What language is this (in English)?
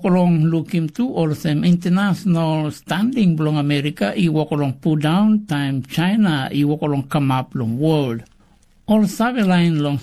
Tok Pisin